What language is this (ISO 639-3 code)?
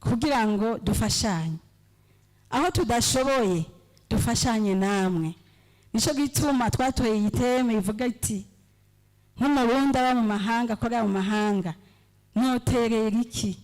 run